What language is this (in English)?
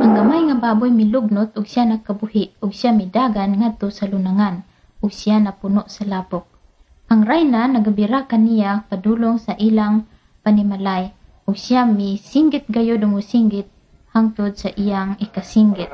Cebuano